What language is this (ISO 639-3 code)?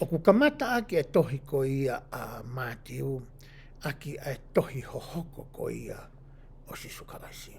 ton